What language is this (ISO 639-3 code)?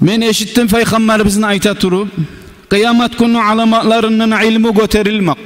kum